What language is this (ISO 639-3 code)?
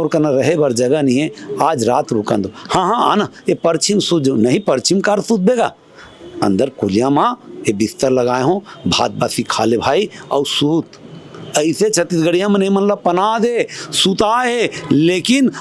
hne